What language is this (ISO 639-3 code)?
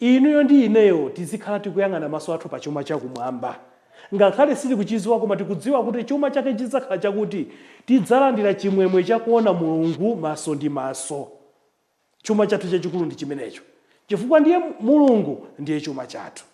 nya